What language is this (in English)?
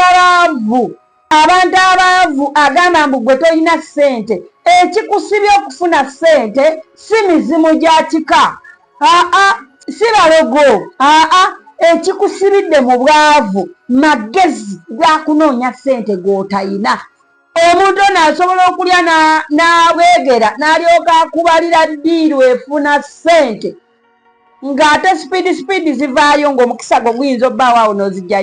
Ganda